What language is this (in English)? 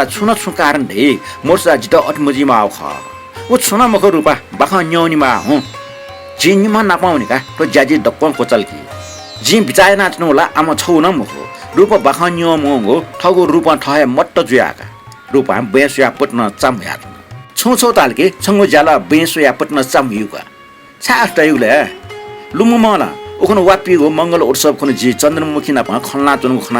Newari